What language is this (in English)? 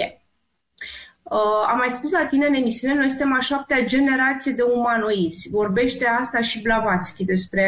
Romanian